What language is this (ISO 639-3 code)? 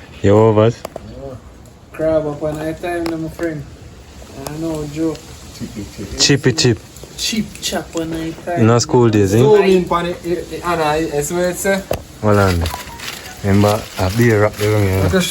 jam